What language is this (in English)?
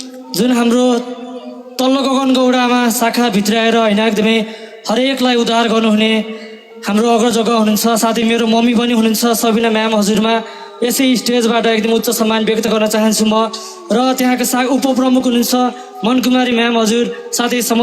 Nepali